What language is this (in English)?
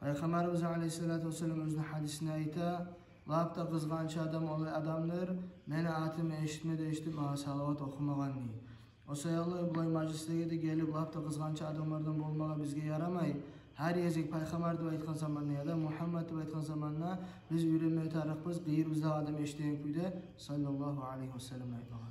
Kumyk